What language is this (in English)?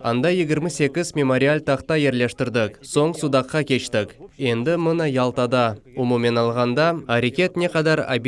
Crimean Tatar